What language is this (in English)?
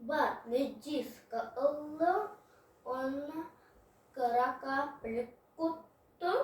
Yakut